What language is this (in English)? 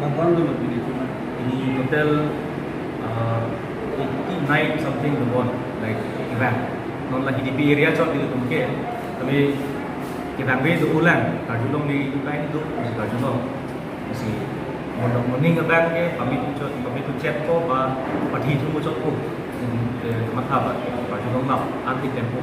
Karbi